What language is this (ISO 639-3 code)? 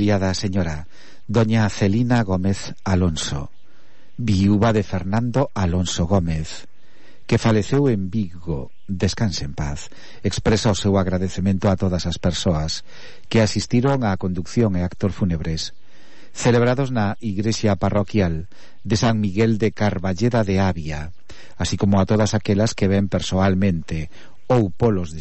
glg